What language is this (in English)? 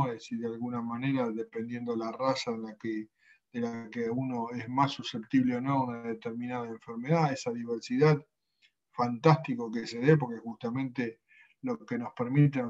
Spanish